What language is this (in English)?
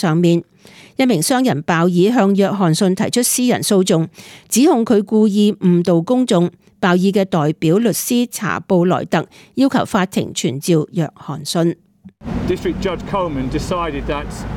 Cantonese